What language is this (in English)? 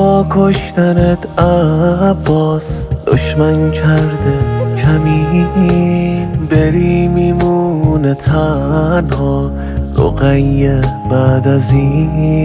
Persian